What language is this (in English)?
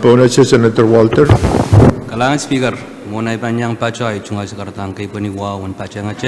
Pohnpeian